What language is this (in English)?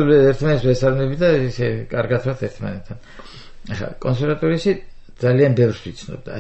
Georgian